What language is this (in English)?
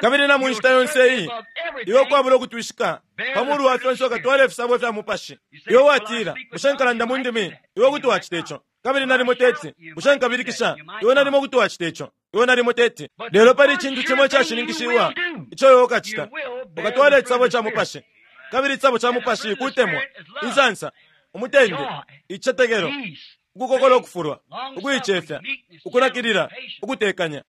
Bemba